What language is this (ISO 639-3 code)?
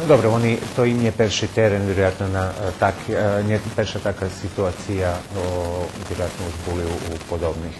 rue